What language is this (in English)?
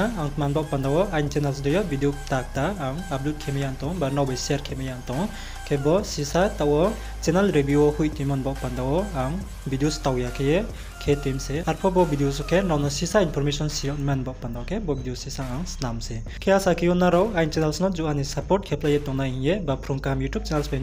Riang (India)